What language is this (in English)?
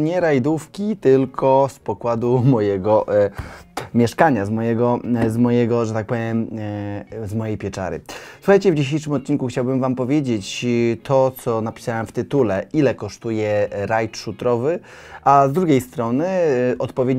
Polish